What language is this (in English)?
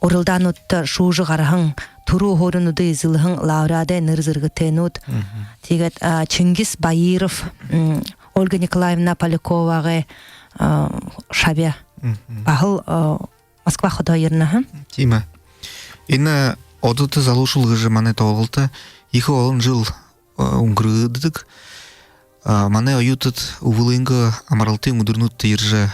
Buriat